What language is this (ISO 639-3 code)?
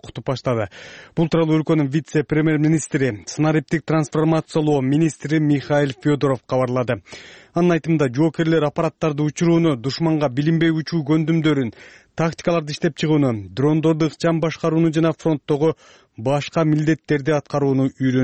kir